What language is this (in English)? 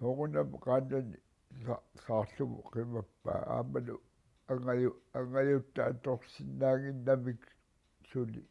Kalaallisut